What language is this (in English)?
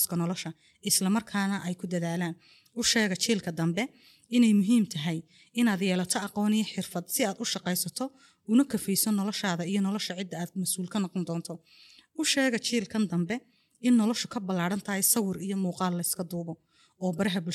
Somali